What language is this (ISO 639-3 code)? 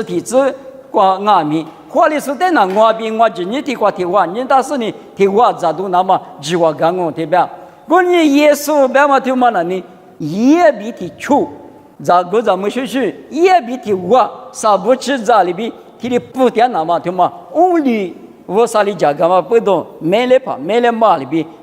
lis